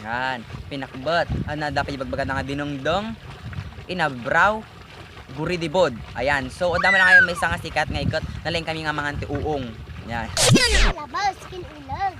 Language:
Iloko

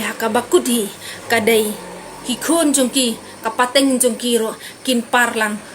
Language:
Khasi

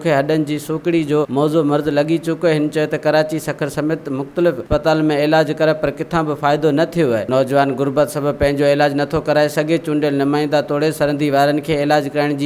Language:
Sindhi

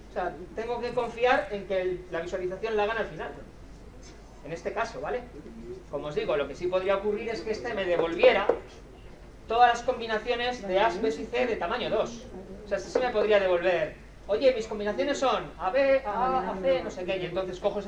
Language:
Spanish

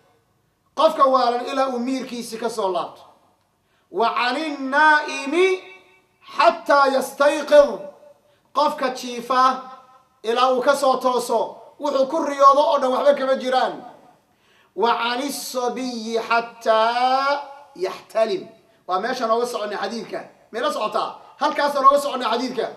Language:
Somali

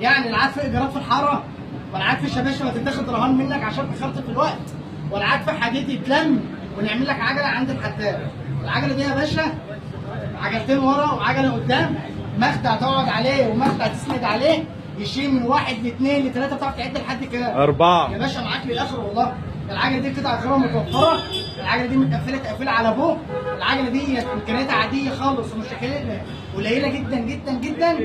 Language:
Egyptian Arabic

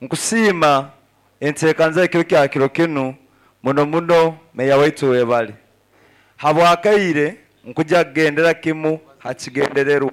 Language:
Nyoro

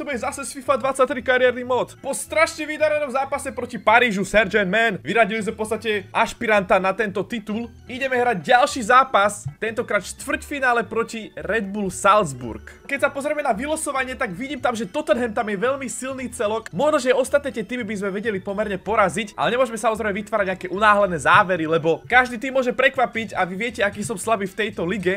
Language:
Slovak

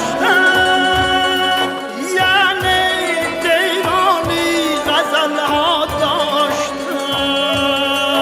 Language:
Tajik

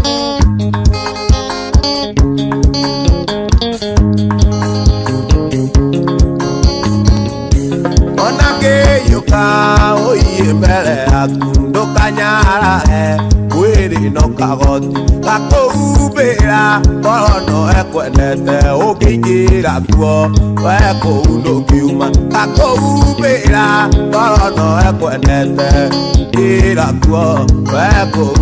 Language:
Kikuyu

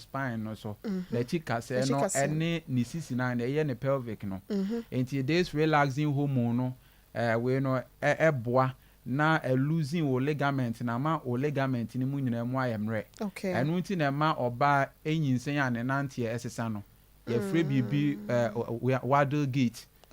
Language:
Akan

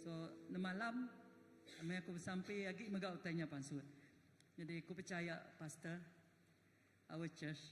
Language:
Iban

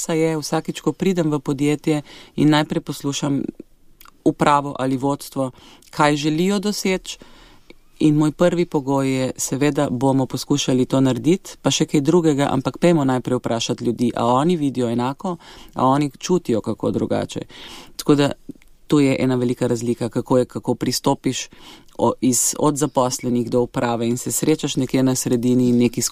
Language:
Slovenian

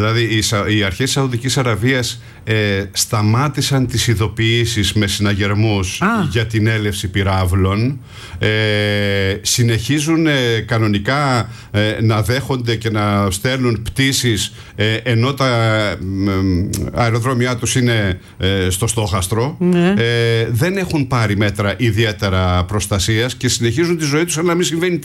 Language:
Greek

